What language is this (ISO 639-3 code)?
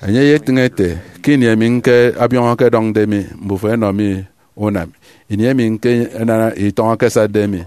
efi